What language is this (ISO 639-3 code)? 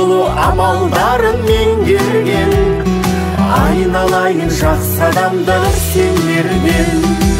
kaz